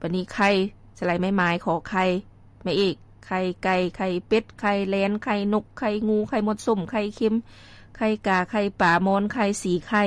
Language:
Lao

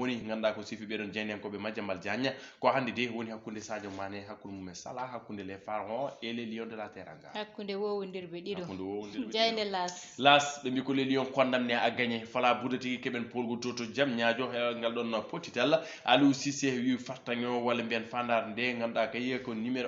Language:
Fula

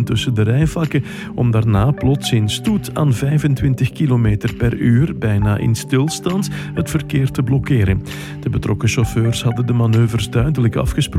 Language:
Dutch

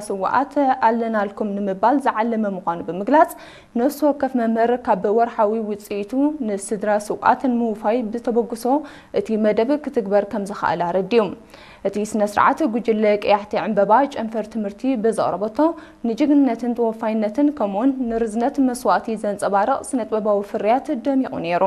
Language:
Tigrinya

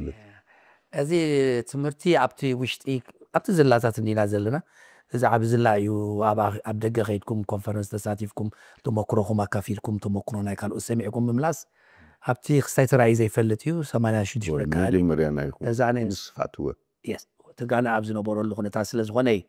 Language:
Tigrinya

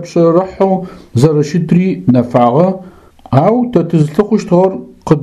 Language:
Adyghe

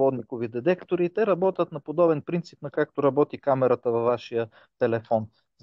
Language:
Bulgarian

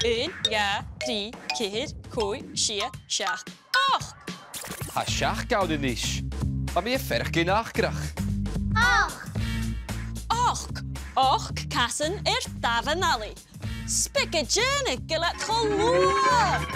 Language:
Scottish Gaelic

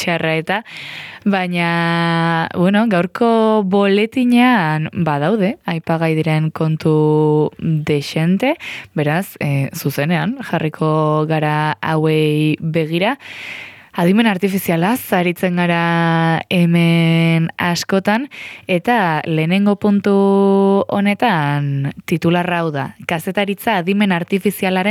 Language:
Basque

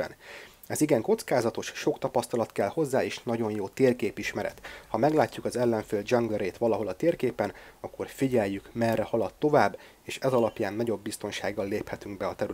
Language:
Hungarian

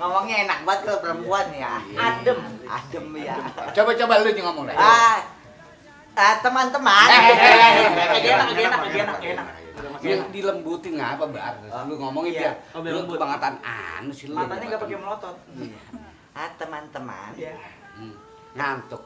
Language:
Betawi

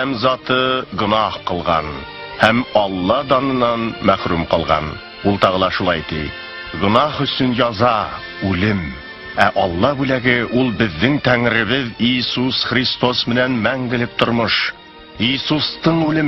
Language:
Bashkir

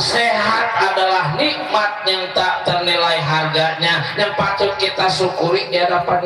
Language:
Betawi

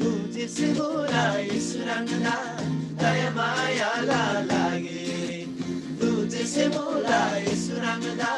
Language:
Eastern Tamang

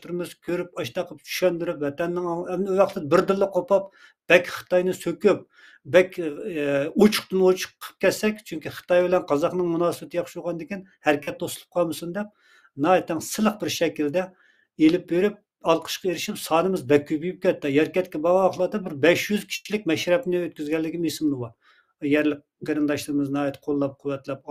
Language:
Uyghur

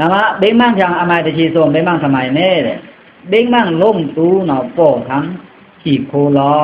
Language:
Pa'o Karen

